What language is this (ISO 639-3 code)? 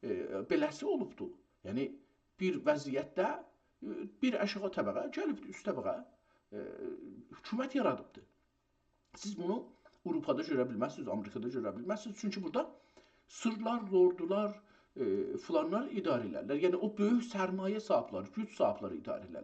azb